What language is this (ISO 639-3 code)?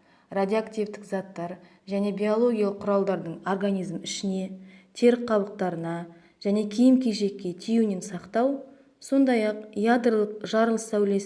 kaz